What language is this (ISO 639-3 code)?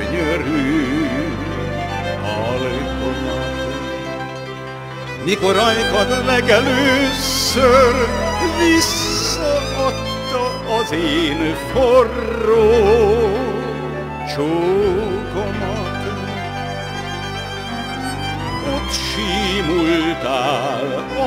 hun